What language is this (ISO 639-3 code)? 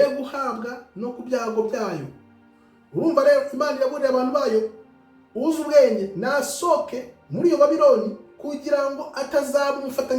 kin